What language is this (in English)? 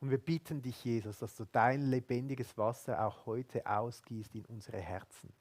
Swiss German